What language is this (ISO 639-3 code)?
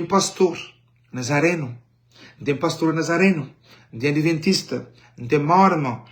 kea